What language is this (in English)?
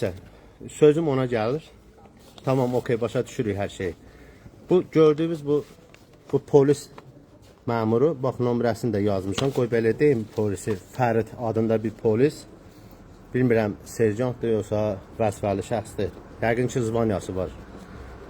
Azerbaijani